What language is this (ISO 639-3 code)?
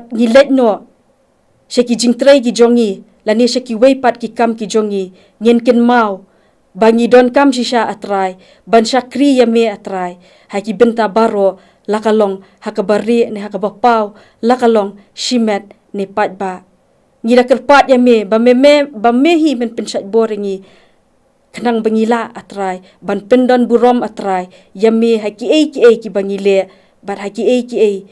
kha